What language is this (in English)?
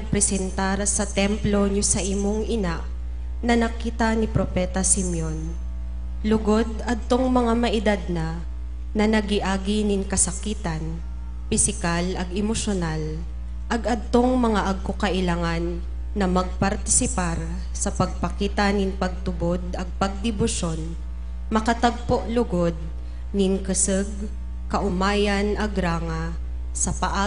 Bikol